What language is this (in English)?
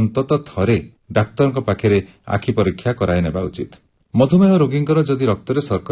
Odia